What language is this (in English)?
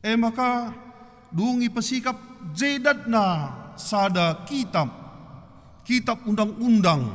Batak Karo